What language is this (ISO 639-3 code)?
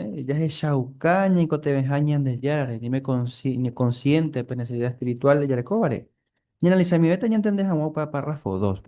grn